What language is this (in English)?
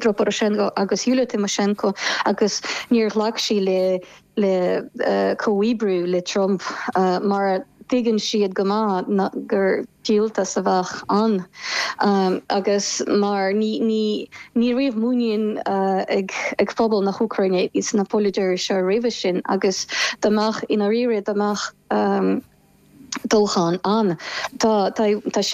Irish